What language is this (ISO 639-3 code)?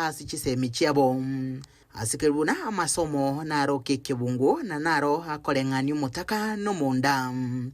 guz